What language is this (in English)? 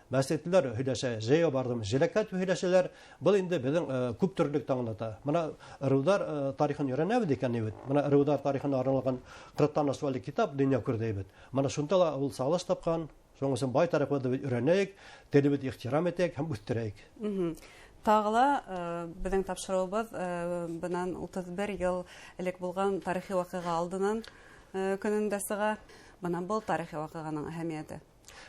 Bashkir